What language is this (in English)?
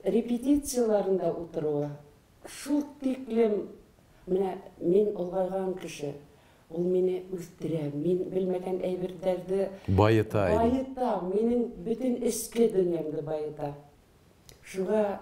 Bashkir